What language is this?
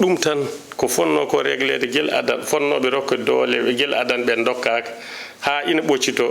Fula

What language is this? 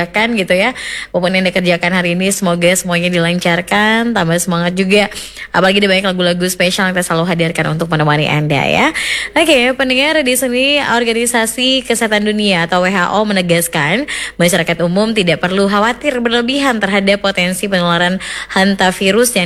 Indonesian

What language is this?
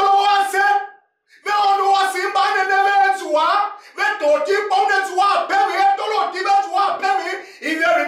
Tiv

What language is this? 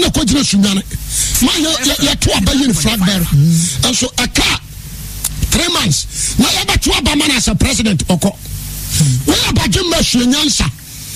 Akan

